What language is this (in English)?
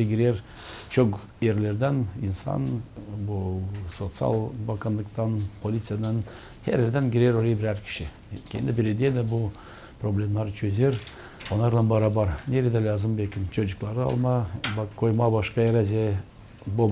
Gagauz